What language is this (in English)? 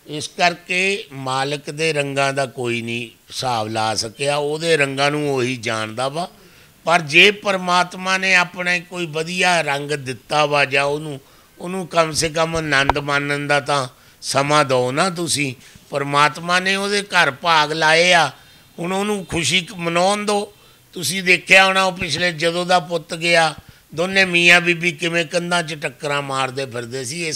Punjabi